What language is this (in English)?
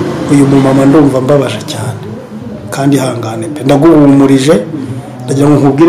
Kinyarwanda